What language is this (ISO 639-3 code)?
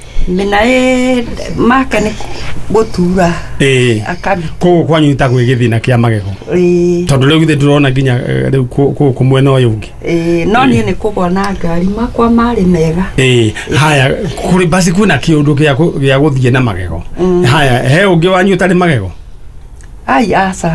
kik